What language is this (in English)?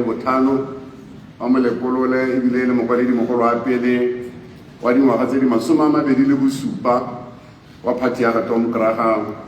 Tswana